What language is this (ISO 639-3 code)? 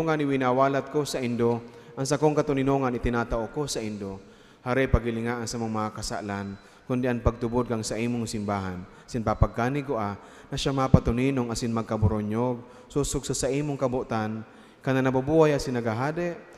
bik